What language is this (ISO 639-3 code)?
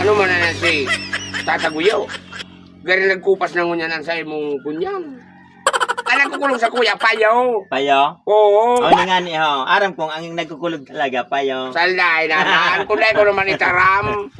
bik